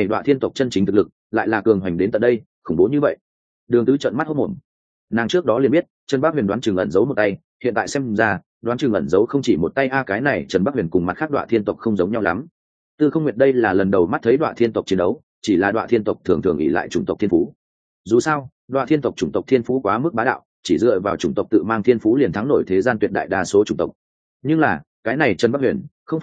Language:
Vietnamese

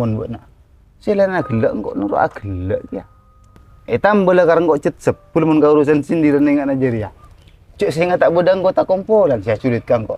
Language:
Madurese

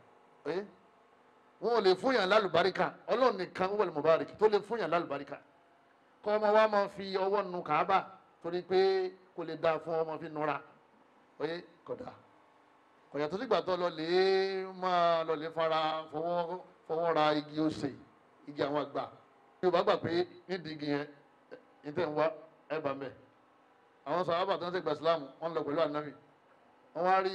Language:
Yoruba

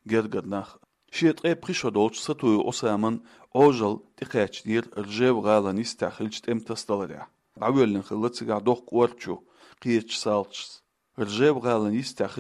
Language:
Chechen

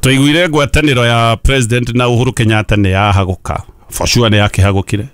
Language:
Kikuyu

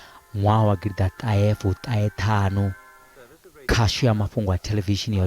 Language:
Venda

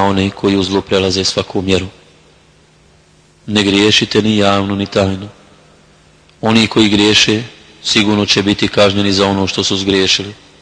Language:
Bosnian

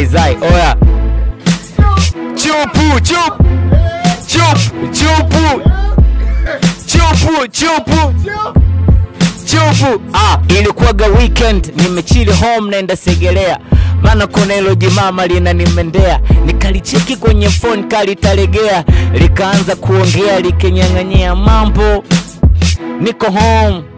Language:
Swahili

